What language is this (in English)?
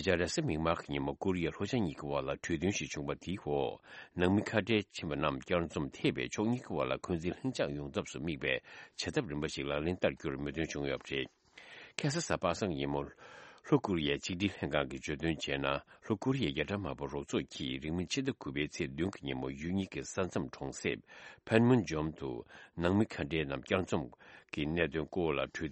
Tibetan